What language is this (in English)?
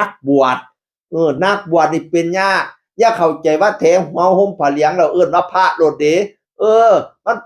Northeastern Thai